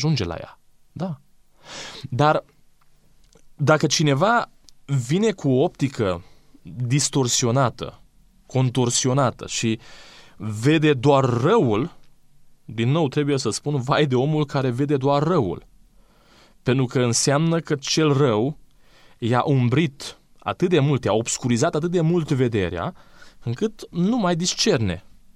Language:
Romanian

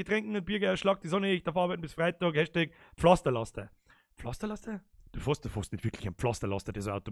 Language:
Bavarian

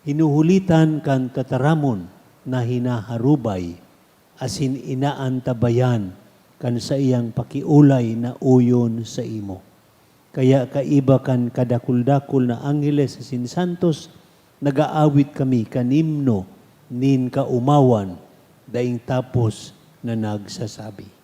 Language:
Bikol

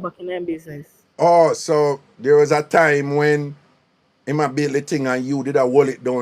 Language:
Jamaican Creole English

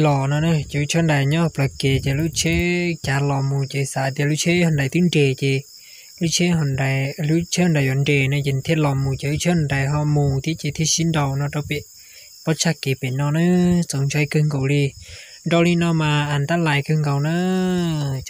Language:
Hmong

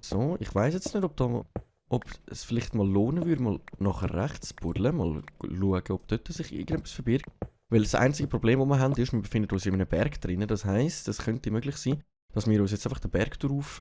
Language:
Swiss German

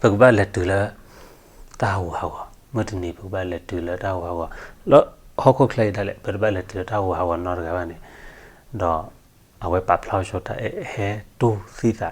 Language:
S'gaw Karen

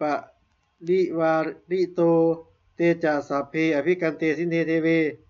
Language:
Pali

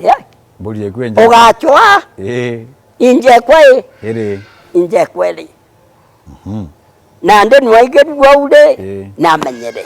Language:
Meru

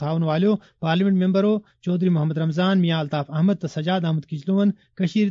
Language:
Kashmiri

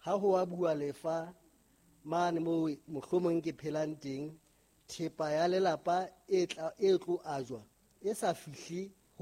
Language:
Southern Sotho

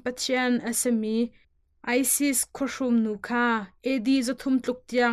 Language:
Hakha Chin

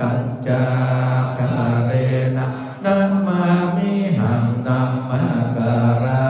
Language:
Pali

